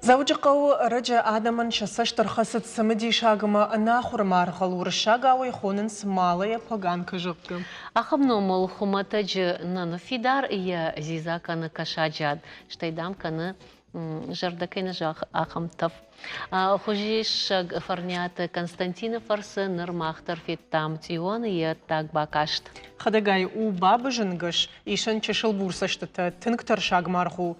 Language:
Ossetic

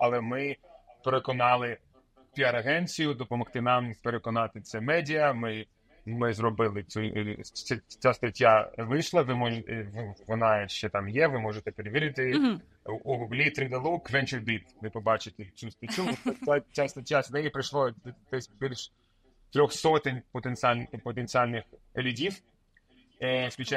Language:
Ukrainian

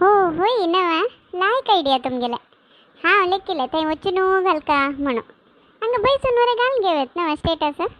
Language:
Konkani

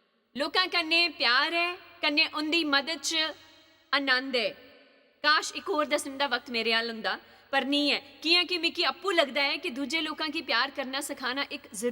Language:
Dogri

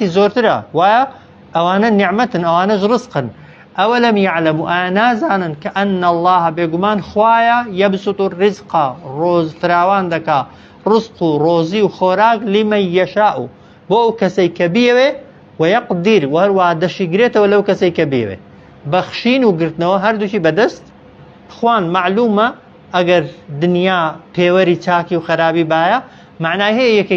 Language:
Central Kurdish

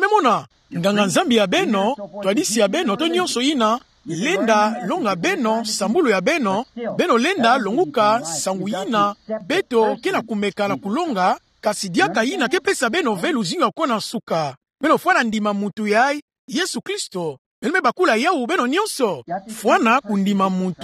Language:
Kituba (Democratic Republic of Congo)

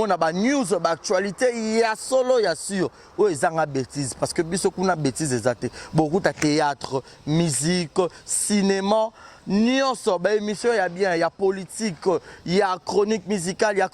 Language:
Lingala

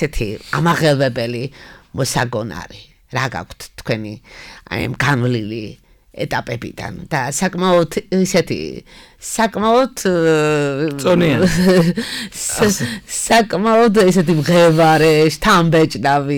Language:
Georgian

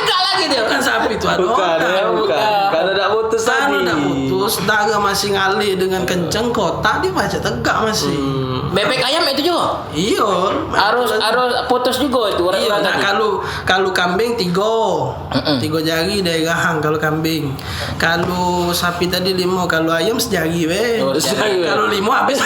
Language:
Musi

